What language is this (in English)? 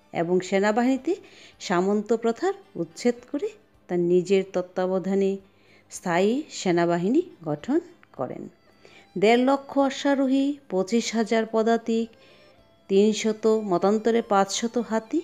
Bangla